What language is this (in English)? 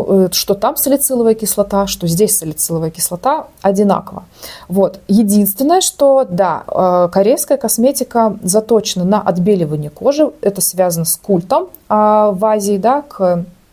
Russian